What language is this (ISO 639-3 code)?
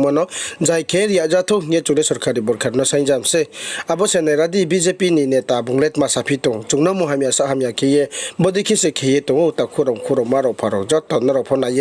ria